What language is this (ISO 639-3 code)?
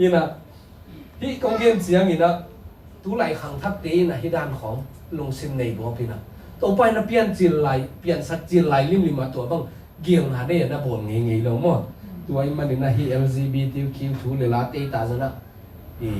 ctd